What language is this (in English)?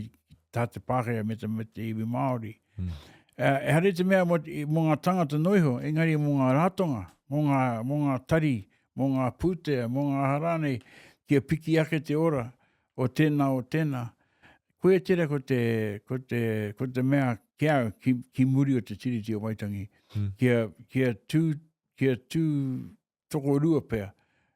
Māori